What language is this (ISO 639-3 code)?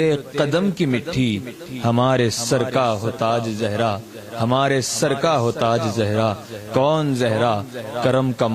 urd